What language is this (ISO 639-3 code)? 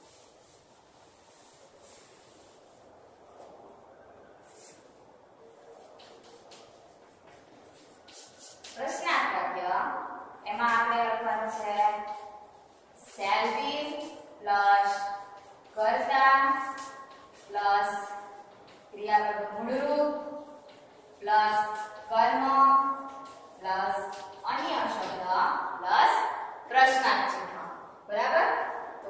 guj